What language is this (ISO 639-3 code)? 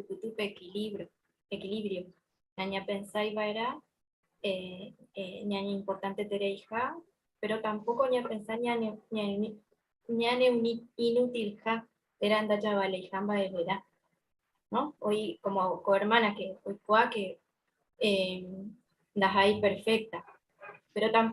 grn